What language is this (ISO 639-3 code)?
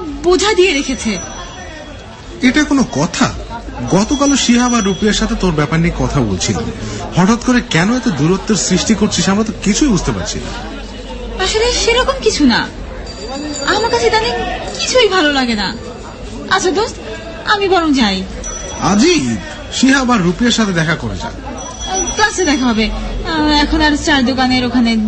ben